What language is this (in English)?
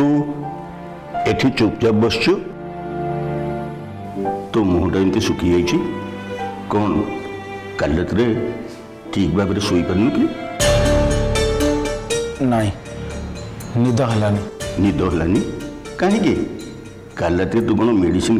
Odia